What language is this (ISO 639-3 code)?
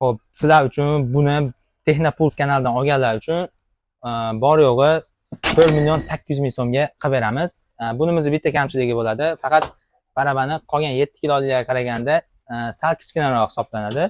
uzb